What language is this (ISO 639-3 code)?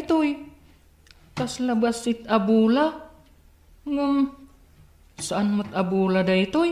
ilo